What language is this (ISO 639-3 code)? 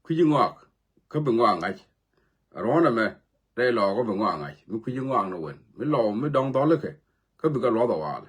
nus